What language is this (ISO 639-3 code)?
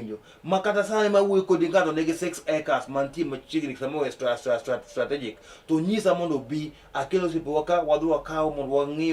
luo